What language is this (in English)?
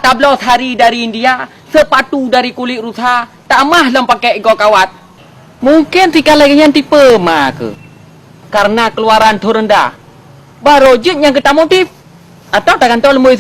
Achinese